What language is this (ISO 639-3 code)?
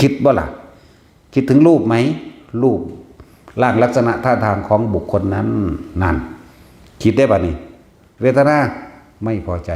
tts